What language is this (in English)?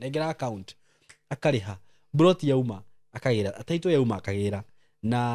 Kikuyu